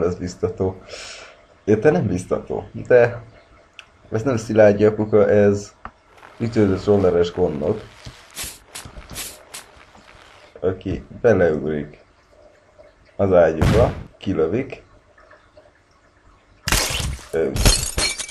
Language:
Hungarian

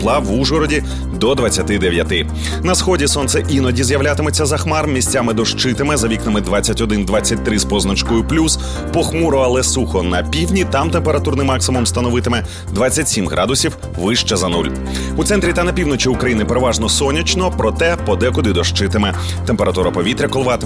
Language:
Ukrainian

